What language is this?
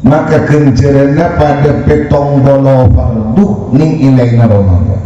Madurese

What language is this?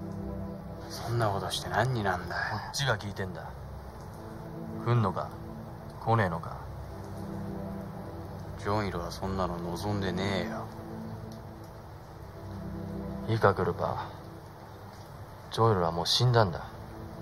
Japanese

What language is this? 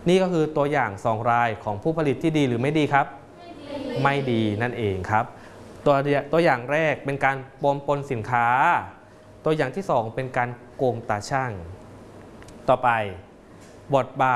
Thai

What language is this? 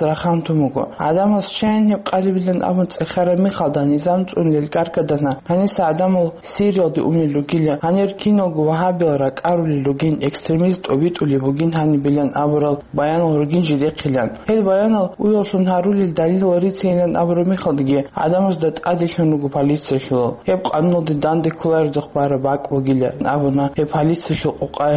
Avaric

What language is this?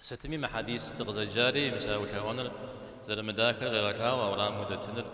Kabardian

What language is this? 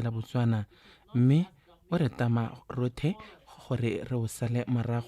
Tswana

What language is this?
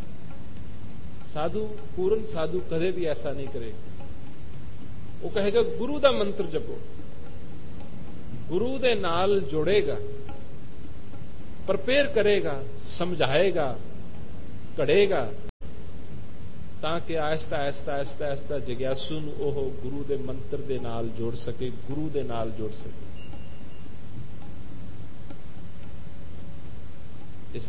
Punjabi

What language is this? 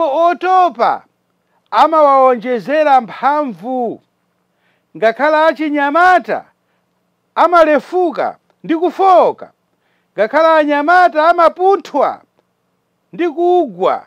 Nyanja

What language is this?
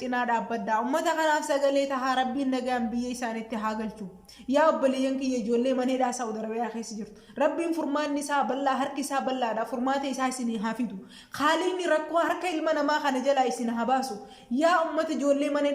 Oromo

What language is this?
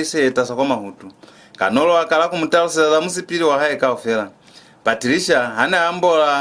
Lozi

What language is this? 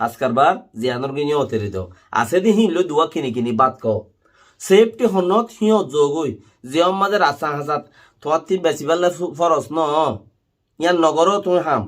Rohingya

